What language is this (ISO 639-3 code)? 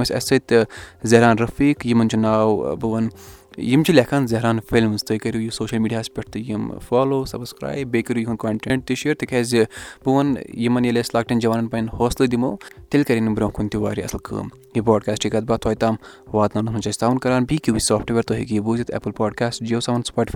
kas